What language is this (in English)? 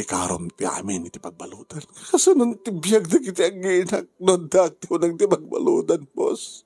Iloko